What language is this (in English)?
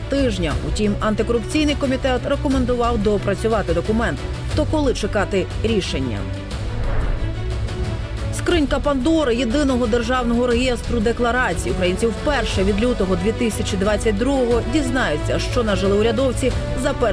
Ukrainian